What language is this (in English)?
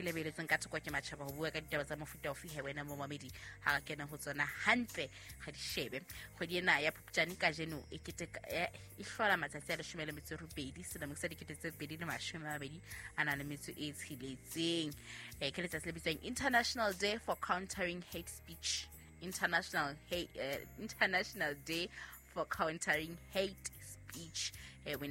Southern Sotho